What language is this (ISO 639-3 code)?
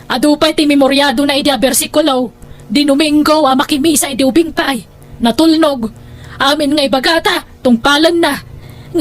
ilo